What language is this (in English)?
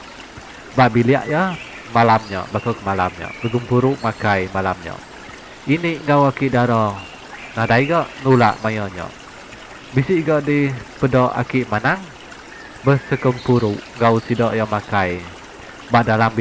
Iban